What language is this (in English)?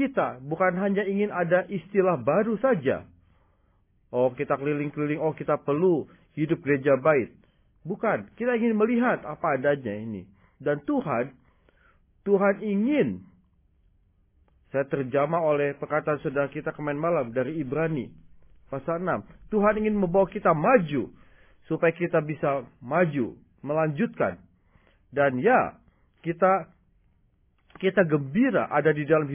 Indonesian